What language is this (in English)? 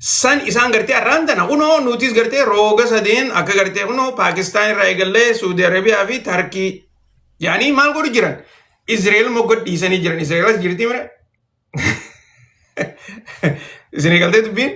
Oromo